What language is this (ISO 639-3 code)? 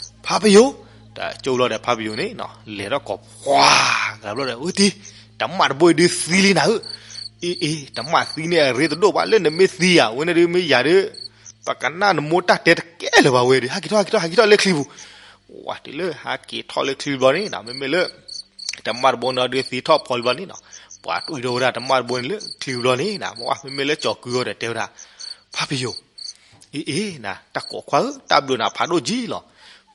ksw